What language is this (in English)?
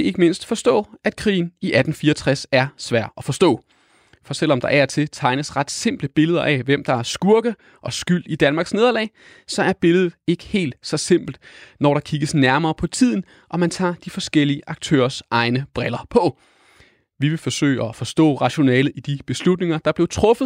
Danish